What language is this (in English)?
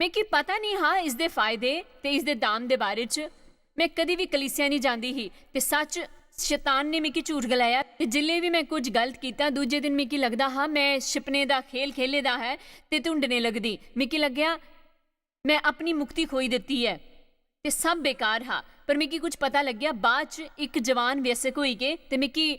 Dogri